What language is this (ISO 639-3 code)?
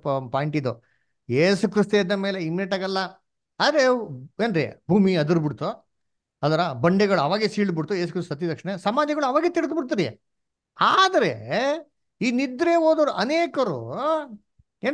kan